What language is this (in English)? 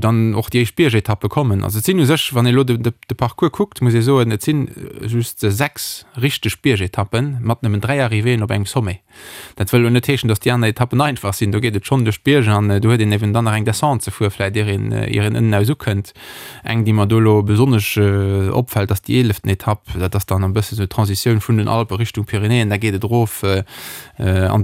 Luxembourgish